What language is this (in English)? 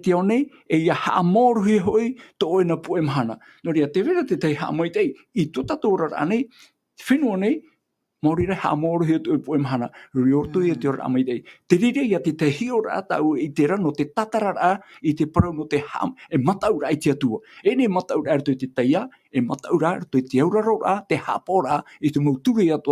Tahitian